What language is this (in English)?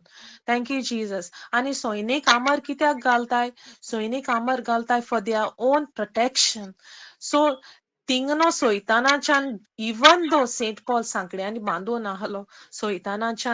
Konkani